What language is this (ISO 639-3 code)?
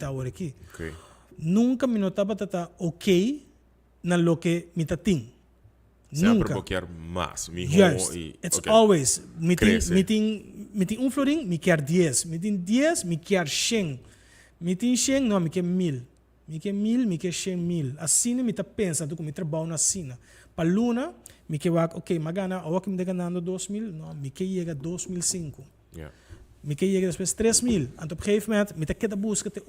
pap